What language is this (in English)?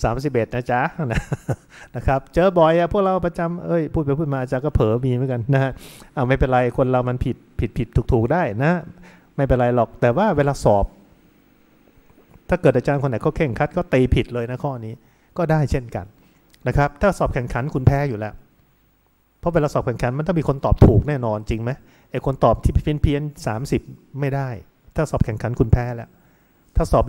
Thai